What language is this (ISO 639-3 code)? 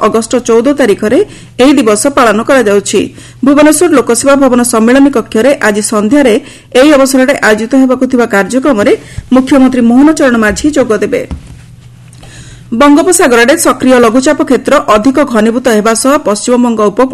ori